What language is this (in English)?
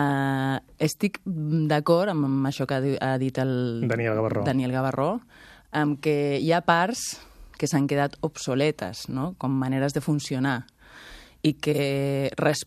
Catalan